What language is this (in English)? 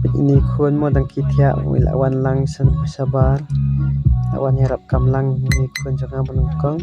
Khasi